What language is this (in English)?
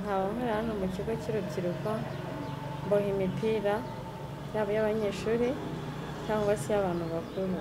Kinyarwanda